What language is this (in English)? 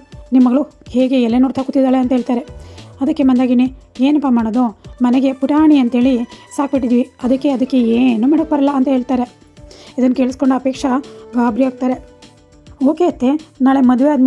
Kannada